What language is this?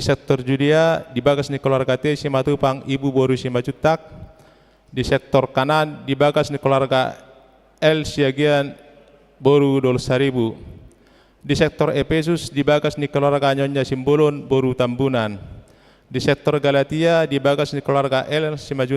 Batak Toba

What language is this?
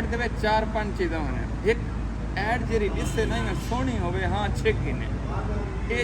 Saraiki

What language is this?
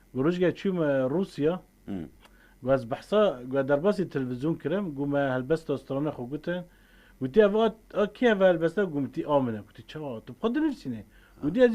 Kurdish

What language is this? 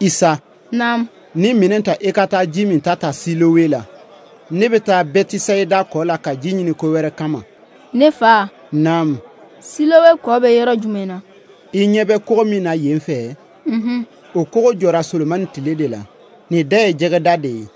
Bambara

